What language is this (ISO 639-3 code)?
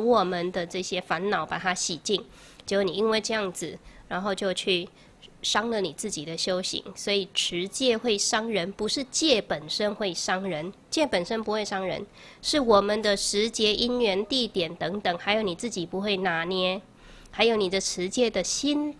zho